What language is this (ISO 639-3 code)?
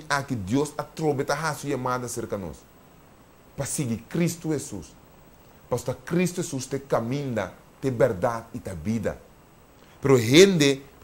pap